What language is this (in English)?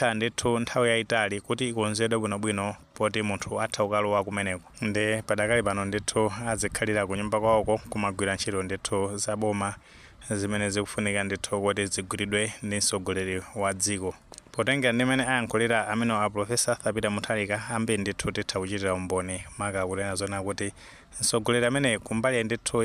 Nyanja